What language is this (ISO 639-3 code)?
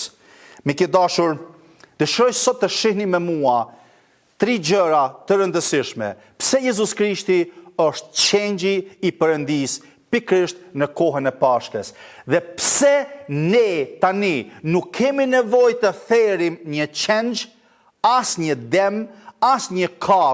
sqi